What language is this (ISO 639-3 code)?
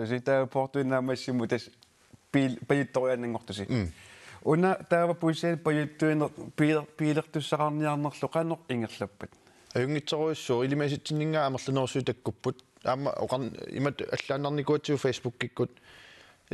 kal